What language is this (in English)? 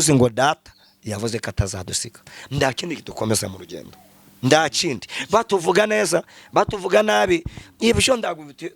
Kinyarwanda